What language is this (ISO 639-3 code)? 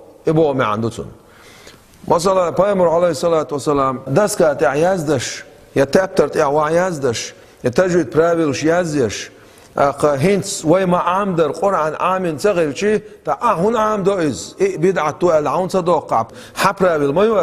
che